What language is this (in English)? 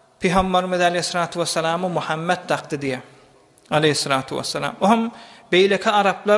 Turkmen